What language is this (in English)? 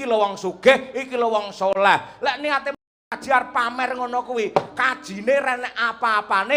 Javanese